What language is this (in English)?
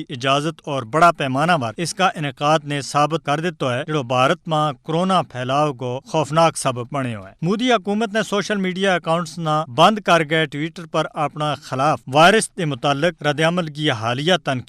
Gujari